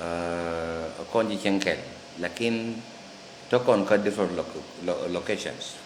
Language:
Nuer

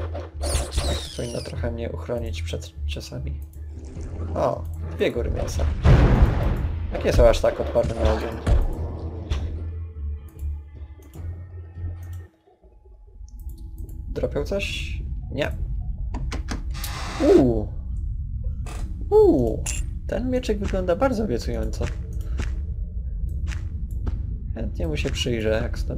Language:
Polish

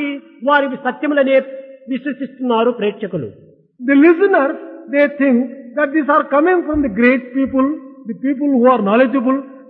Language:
Telugu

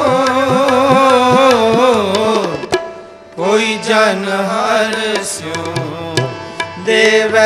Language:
Punjabi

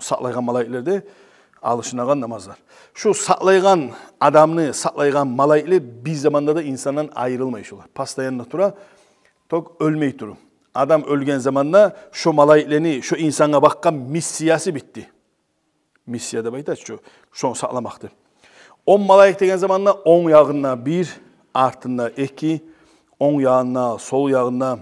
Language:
Kumyk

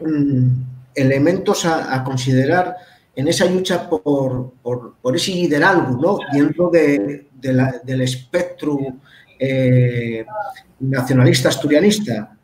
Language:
Asturian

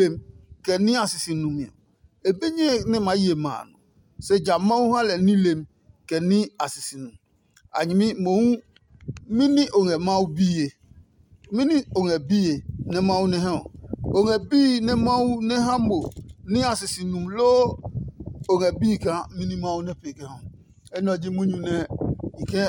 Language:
Adangme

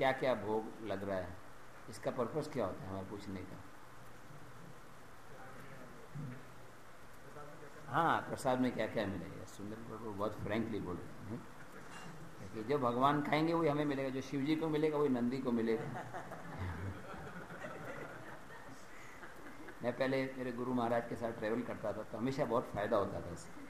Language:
Hindi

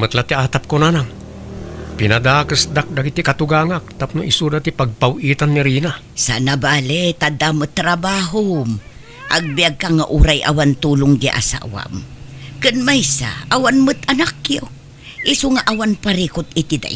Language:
Iloko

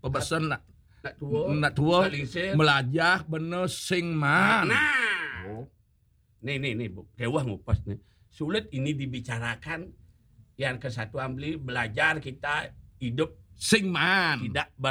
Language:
Balinese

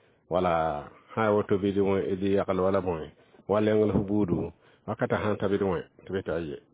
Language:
Mossi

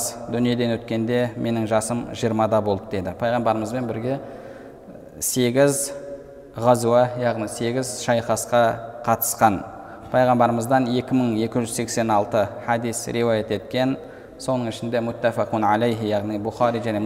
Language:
Kazakh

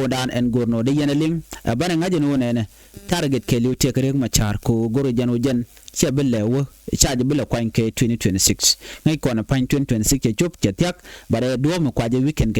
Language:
Nuer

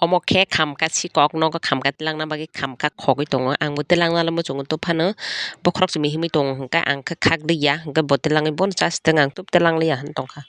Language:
Kok Borok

